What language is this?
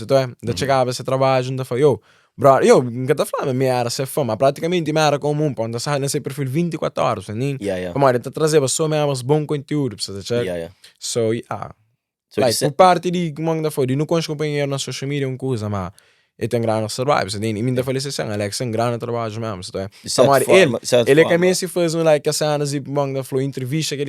Kabuverdianu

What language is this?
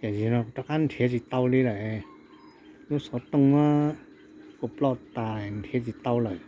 Hmong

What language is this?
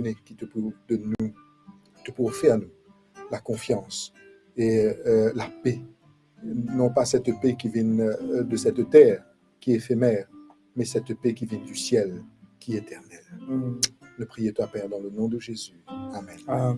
Morisyen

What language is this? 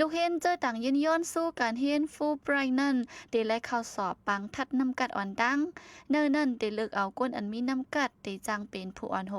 Shan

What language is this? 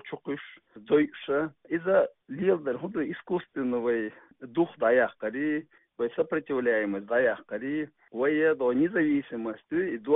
Chechen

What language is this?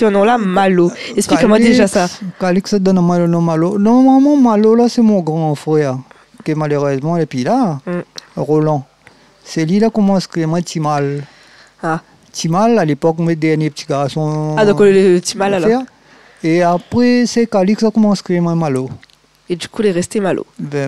Réunion Creole French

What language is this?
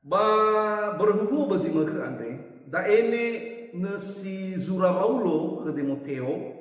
Nias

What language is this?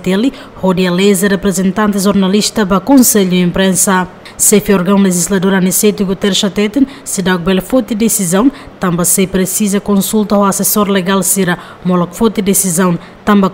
Tetum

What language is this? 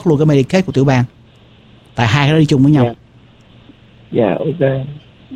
Vietnamese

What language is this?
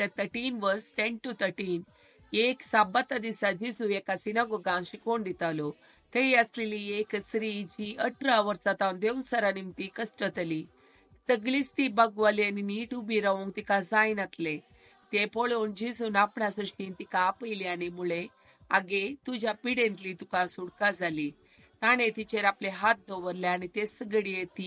Konkani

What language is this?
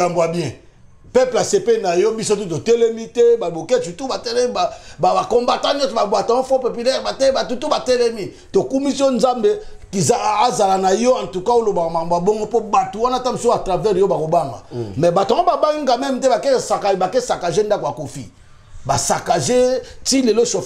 Lingala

